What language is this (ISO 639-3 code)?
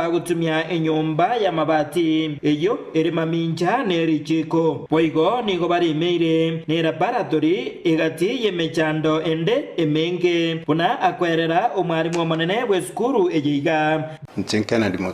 guz